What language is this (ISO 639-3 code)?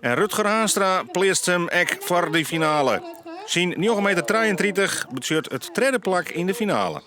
fry